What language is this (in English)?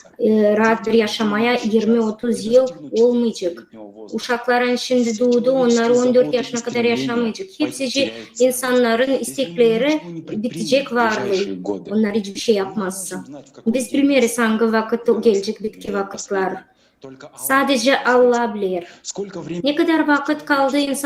Gagauz